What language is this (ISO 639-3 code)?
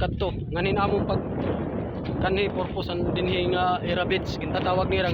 war